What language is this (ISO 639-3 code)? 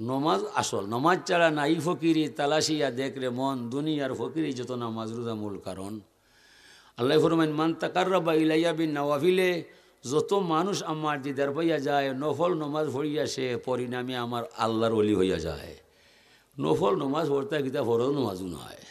syl